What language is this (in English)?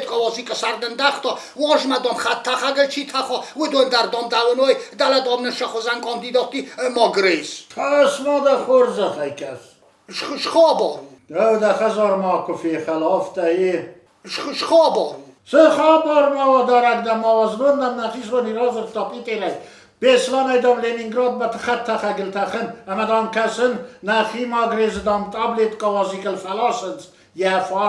Ossetic